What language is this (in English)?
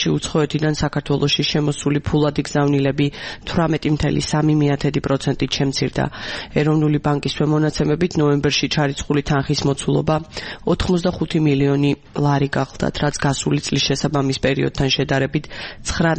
Georgian